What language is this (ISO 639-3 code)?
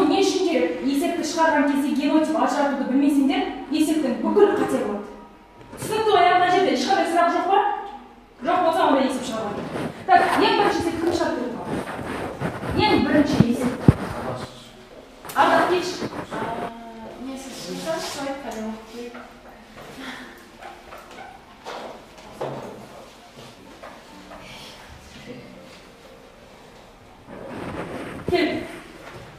kaz